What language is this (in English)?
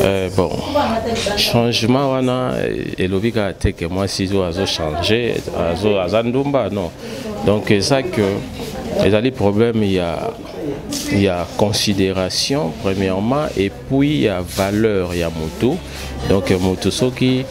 Lingala